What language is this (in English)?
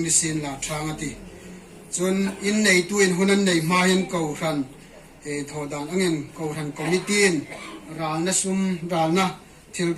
Hmar